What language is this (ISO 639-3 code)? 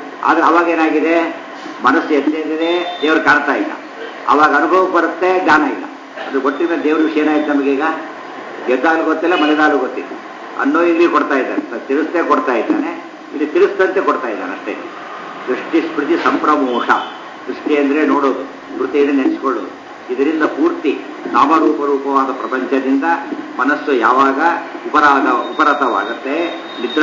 kan